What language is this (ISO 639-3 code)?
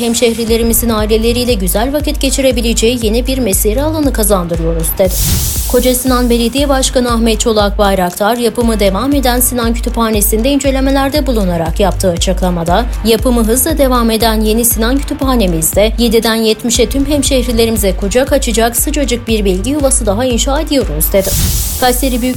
tur